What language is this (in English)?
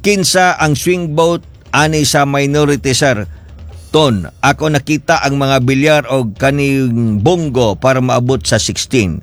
Cebuano